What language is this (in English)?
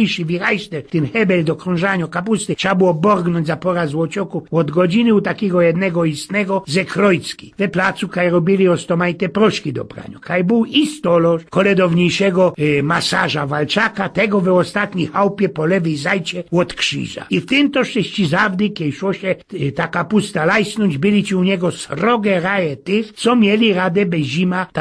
Silesian